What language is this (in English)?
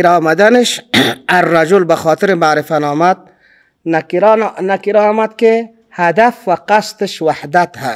Persian